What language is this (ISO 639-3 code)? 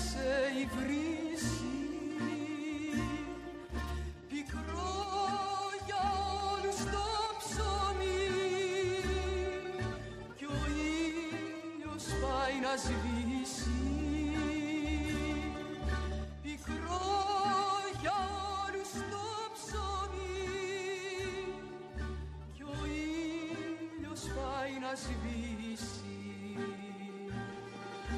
ell